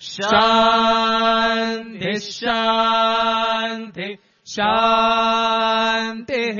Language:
Sanskrit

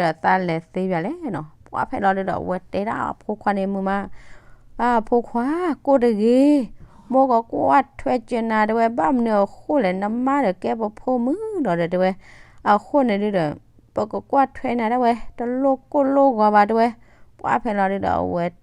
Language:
S'gaw Karen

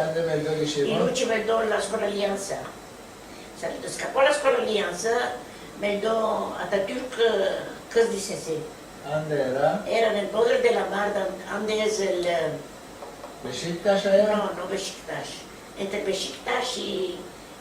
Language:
Ladino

